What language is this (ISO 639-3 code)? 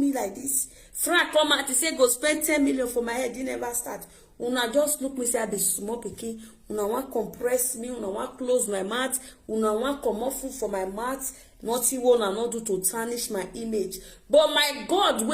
pcm